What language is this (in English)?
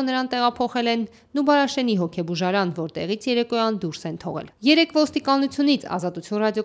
Armenian